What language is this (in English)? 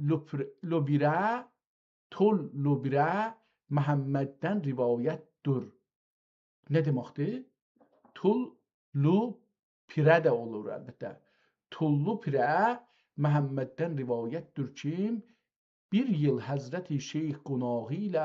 South Azerbaijani